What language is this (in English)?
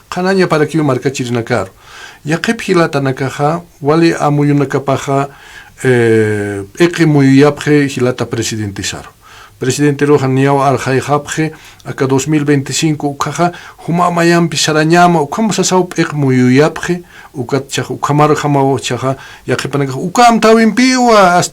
Aymara